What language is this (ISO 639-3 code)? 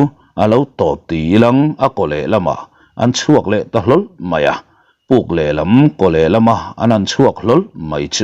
lus